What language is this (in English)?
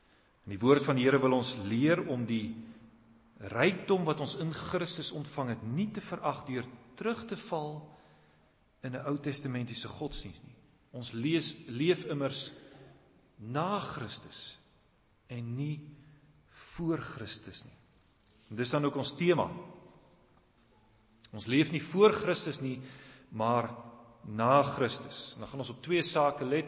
Afrikaans